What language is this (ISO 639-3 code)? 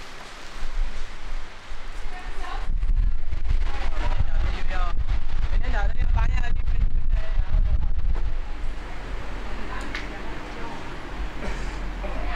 zho